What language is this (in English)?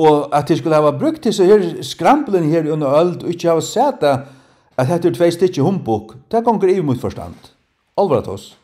Faroese